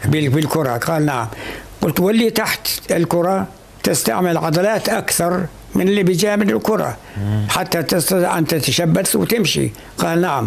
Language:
North Levantine Arabic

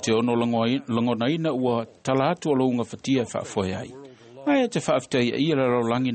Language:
Samoan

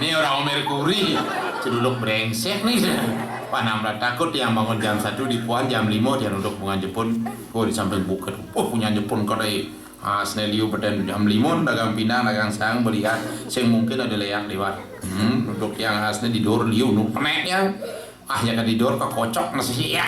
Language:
Balinese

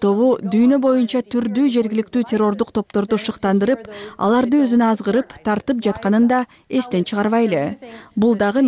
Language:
Kyrgyz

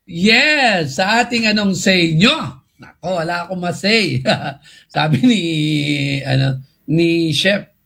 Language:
Filipino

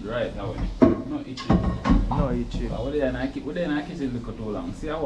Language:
Jamaican Creole English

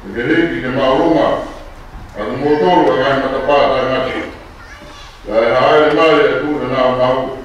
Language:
Tongan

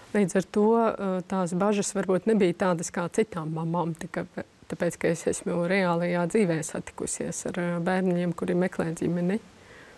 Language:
Latvian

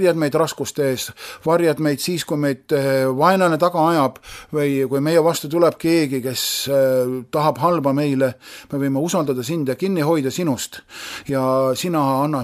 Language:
Estonian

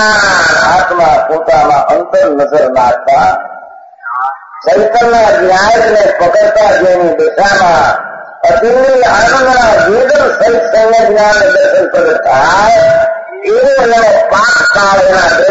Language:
Gujarati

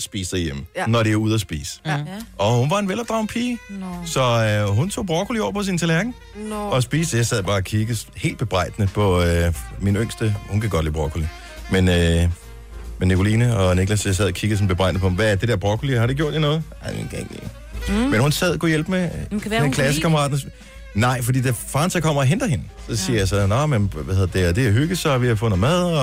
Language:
Danish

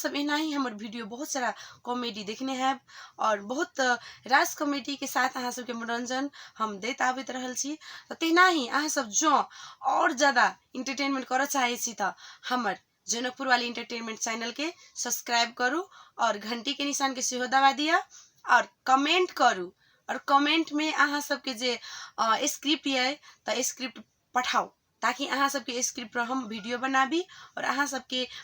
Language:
Maithili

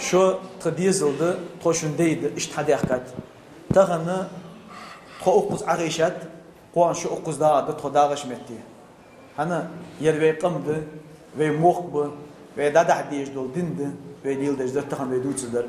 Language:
Ingush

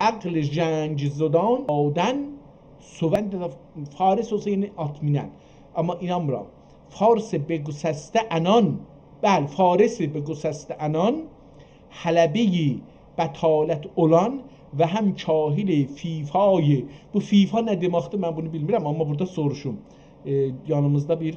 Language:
South Azerbaijani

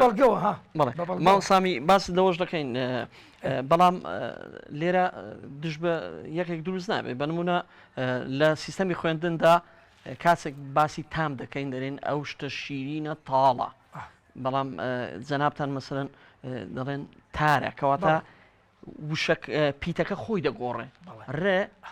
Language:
Central Kurdish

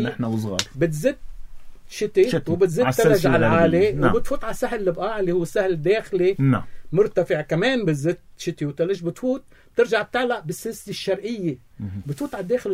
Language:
North Levantine Arabic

